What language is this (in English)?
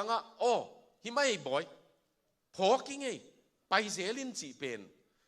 Tedim Chin